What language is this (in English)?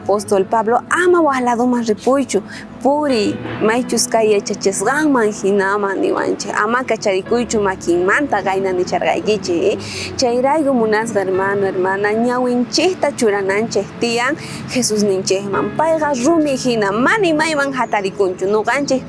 South Bolivian Quechua